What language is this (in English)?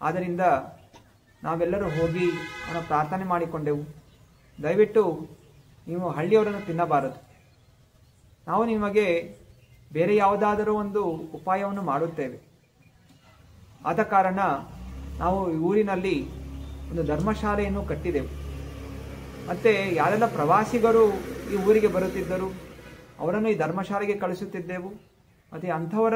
Kannada